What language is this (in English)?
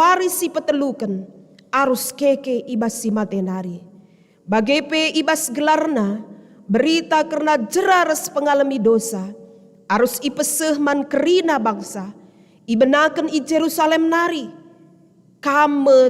Batak Karo